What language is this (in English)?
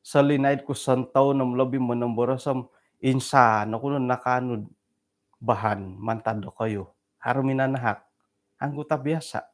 Central Dusun